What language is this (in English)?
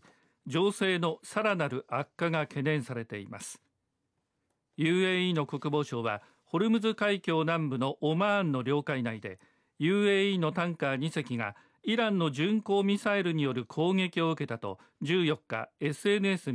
Japanese